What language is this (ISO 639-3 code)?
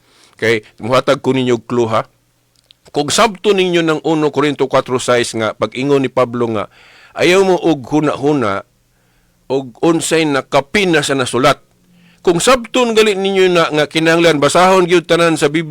ceb